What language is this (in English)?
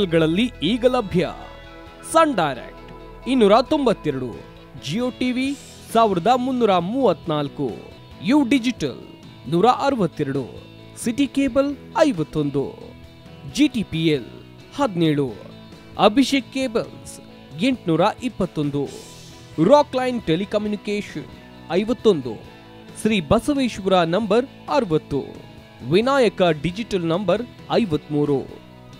Kannada